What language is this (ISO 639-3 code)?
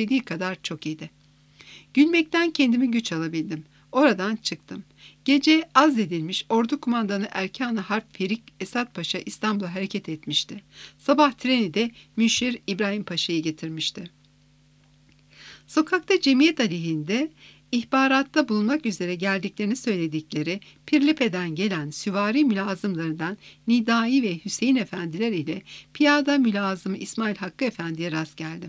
tur